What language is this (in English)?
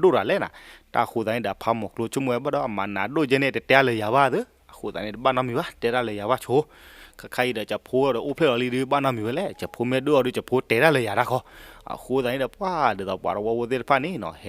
S'gaw Karen